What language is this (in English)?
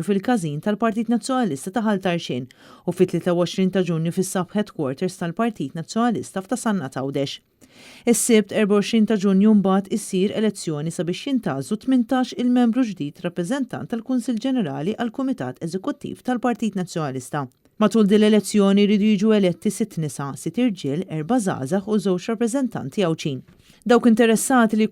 Maltese